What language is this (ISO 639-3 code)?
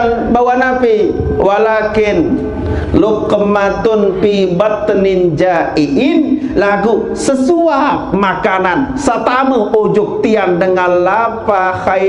sas